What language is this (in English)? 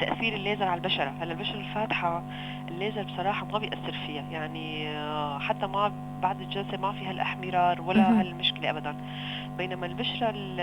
North Levantine Arabic